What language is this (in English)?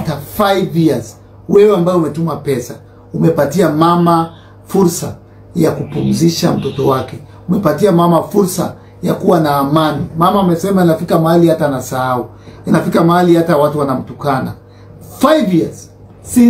Swahili